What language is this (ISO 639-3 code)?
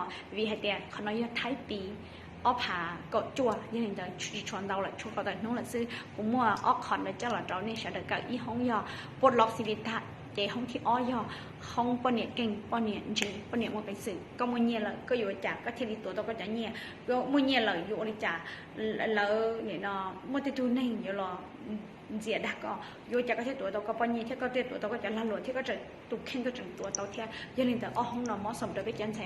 hmn